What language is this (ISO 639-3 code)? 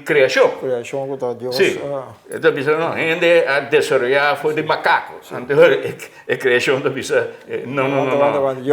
pap